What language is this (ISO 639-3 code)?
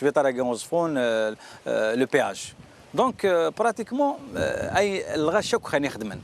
kab